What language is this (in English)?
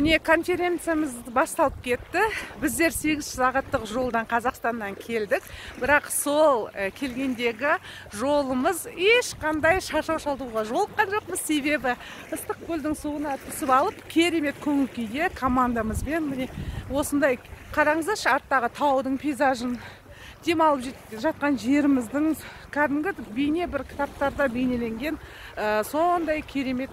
Kazakh